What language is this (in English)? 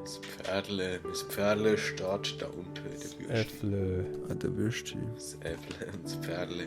Swiss German